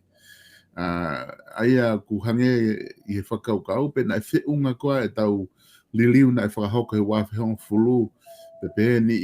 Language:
Tongan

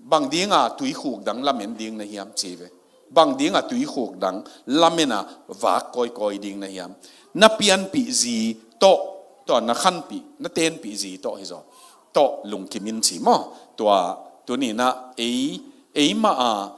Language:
Tedim Chin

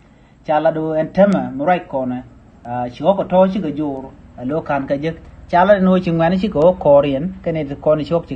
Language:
Nuer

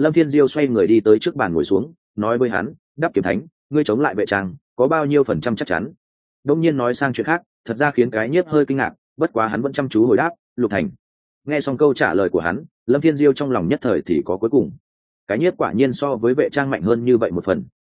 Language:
Vietnamese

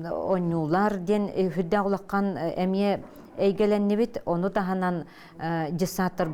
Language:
Yakut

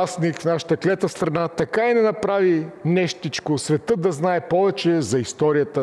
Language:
Bulgarian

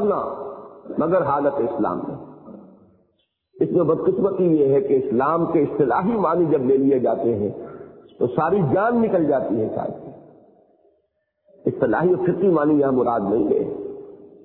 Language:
Urdu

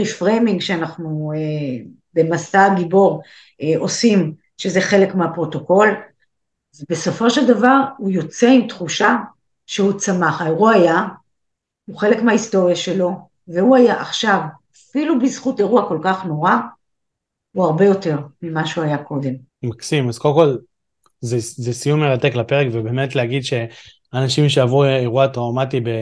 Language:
Hebrew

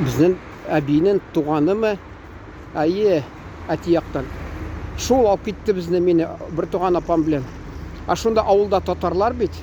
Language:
Tatar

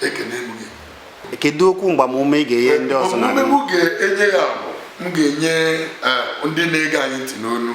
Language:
Igbo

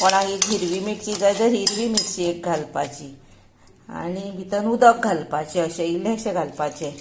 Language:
Konkani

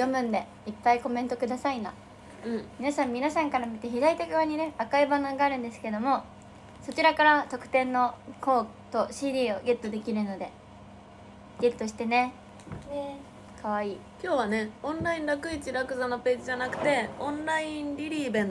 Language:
Japanese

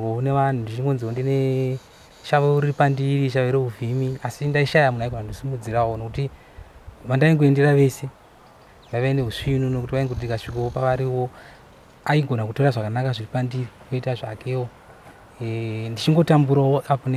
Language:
Shona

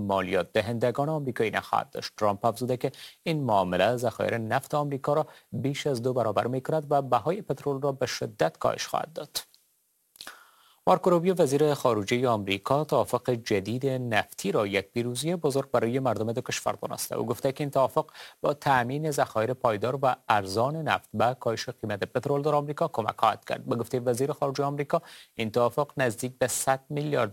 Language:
Persian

